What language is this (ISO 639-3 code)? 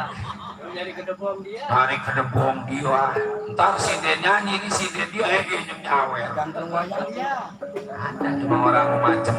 bew